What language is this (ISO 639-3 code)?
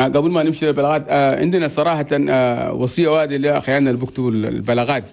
shu